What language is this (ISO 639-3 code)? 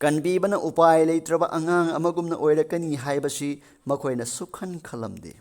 mni